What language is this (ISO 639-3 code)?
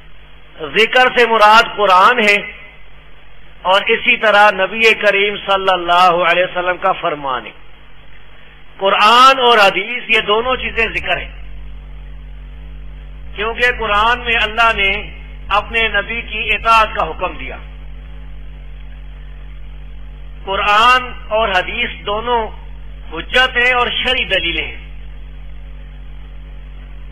urd